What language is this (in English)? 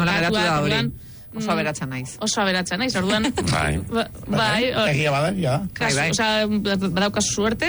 Basque